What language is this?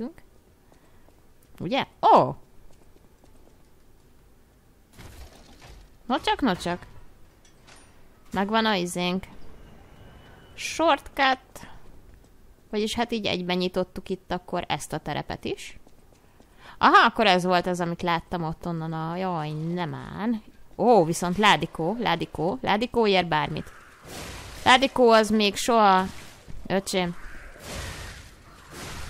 Hungarian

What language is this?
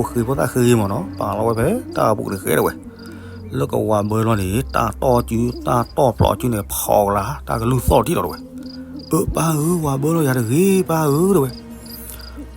S'gaw Karen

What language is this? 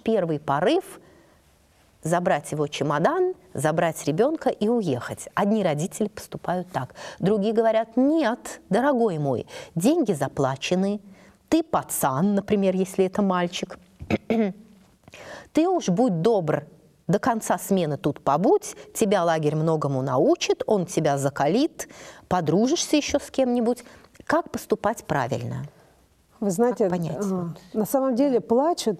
Russian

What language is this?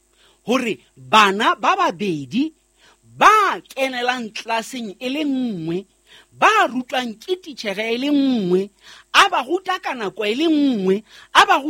Southern Sotho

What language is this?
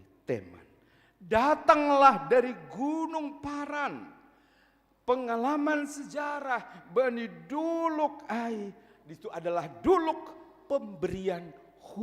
Batak Simalungun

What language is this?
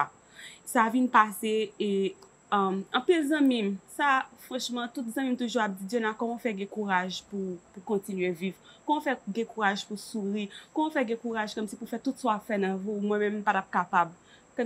Haitian Creole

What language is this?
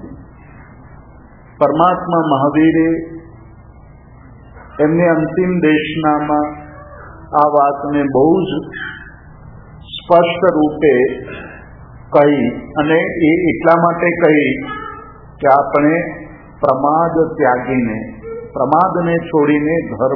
Gujarati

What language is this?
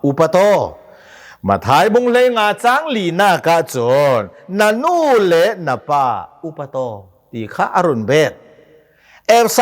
Hakha Chin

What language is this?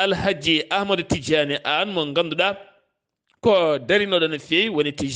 Fula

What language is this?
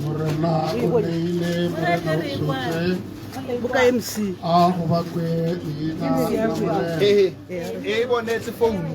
Tswana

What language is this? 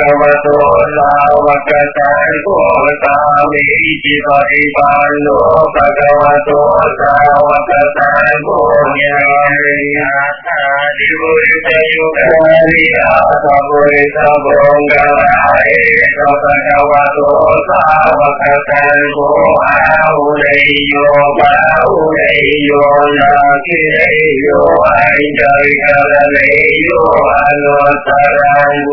Vietnamese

